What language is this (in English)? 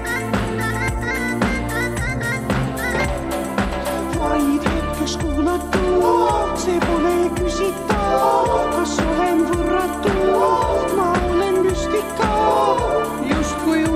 Estonian